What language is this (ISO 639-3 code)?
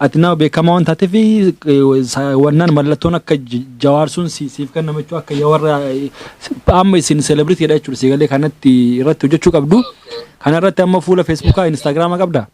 orm